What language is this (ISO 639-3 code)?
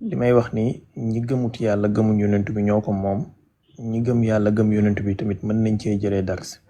wol